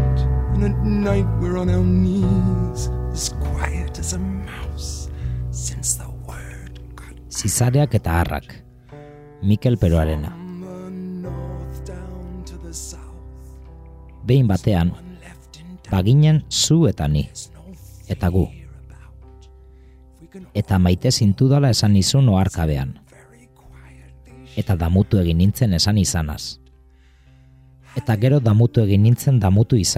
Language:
Basque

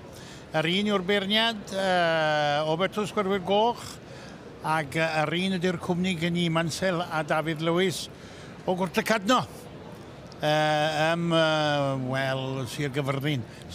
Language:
Welsh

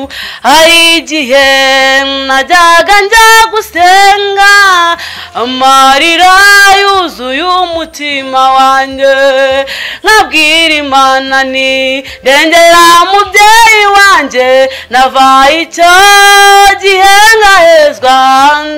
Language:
Kinyarwanda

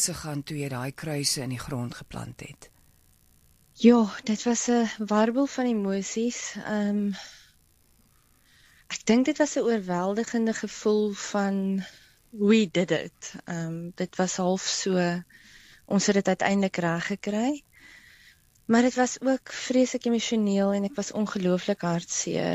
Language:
Afrikaans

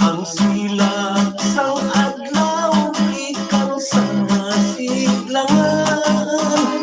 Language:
Hiligaynon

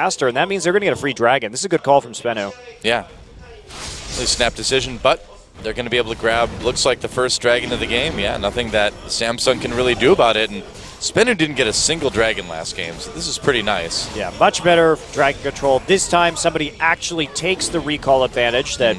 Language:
English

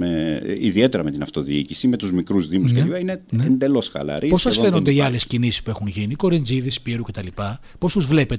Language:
Greek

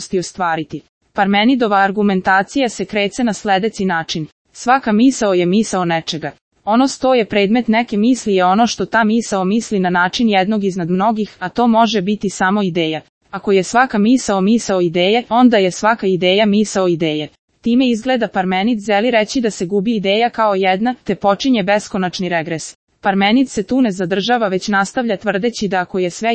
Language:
Serbian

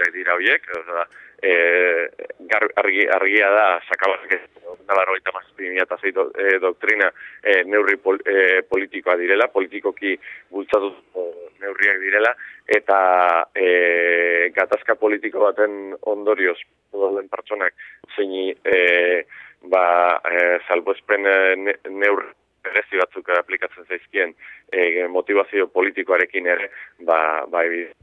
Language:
Basque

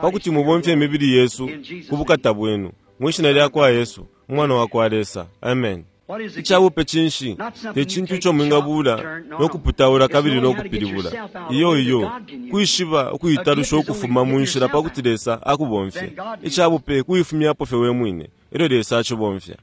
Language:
Bemba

